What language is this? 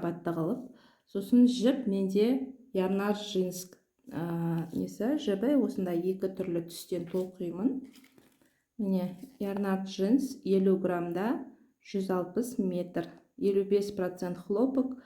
Kazakh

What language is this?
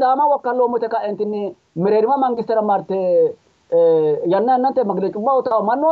Sidamo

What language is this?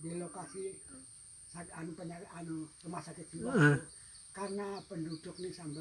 Banjar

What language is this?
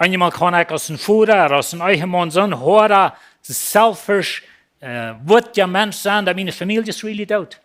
Plautdietsch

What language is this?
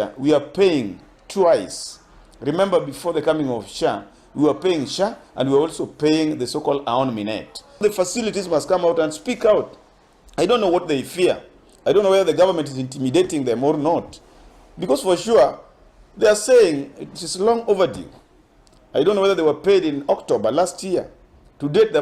Luo (Kenya and Tanzania)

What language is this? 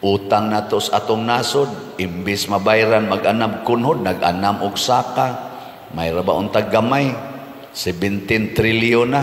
Cebuano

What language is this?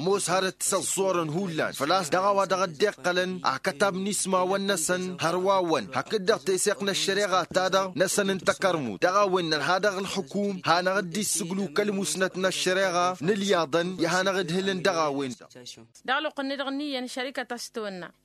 Tamasheq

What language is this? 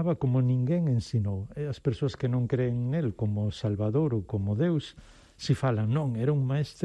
Galician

